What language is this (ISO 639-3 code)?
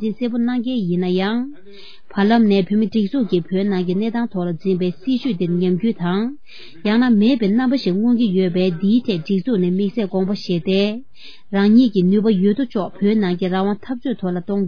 bod